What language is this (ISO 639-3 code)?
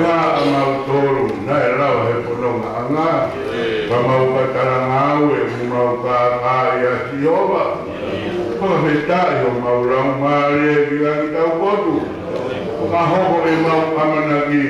ton